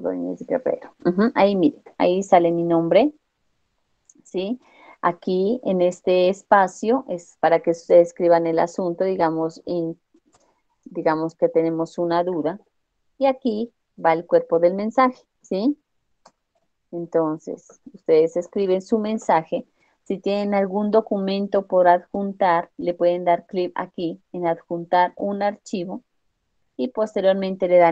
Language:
Spanish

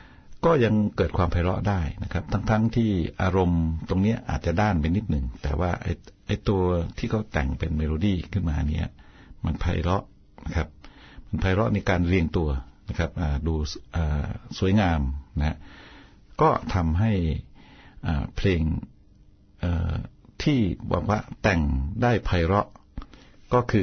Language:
Thai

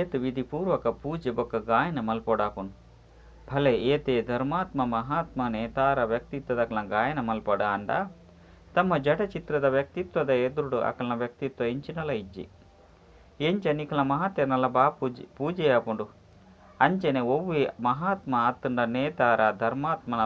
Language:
Tulu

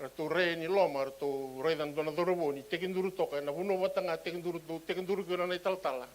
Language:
Fijian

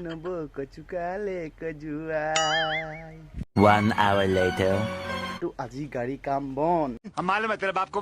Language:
Assamese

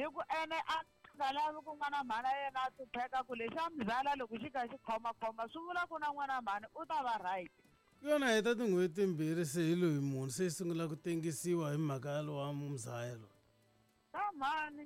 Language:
Tsonga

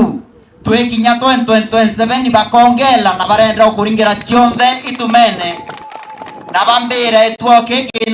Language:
Meru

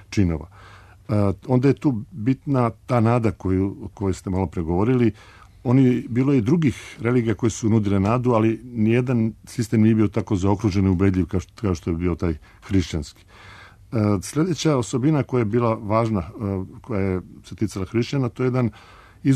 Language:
Serbian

